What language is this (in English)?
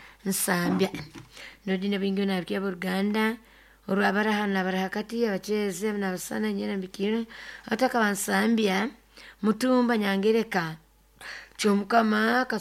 Nyoro